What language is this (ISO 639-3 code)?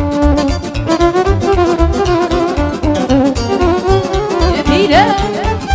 ron